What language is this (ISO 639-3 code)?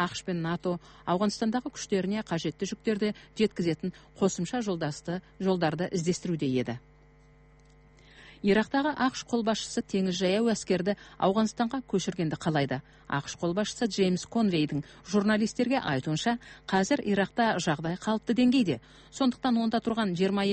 kaz